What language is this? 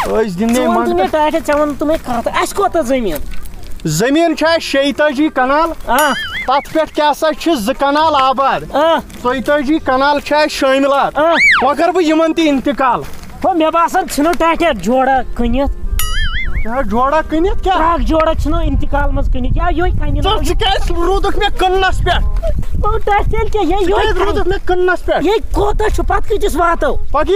Kashmiri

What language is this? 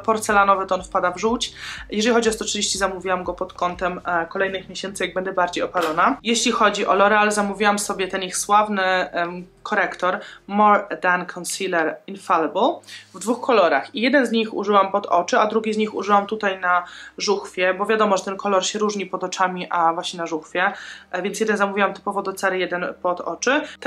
Polish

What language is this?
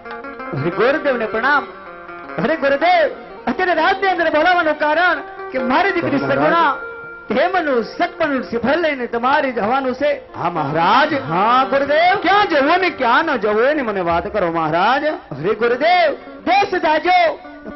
Gujarati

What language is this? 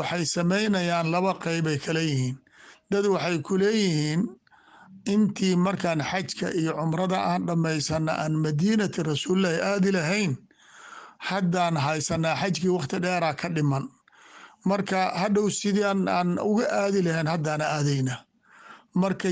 Somali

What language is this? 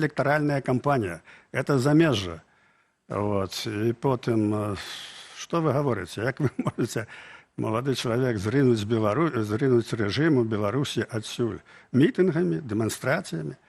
Belarusian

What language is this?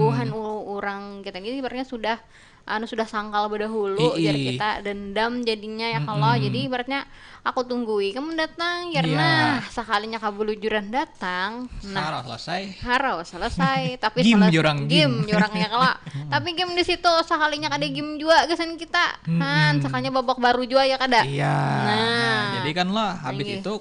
Banjar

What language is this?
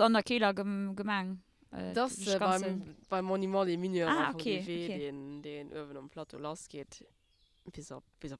Luxembourgish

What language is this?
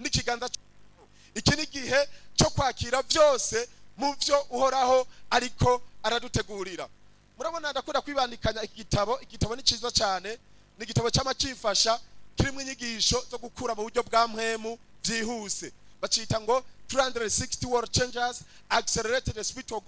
Rundi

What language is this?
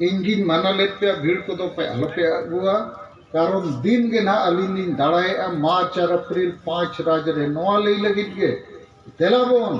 Santali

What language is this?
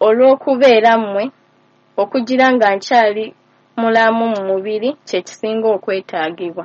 Ganda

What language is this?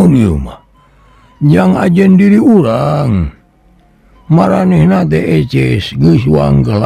Sundanese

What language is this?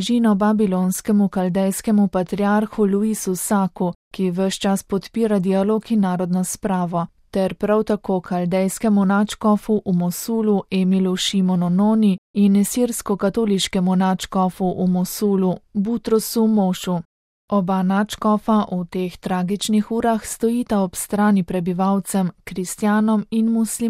Slovenian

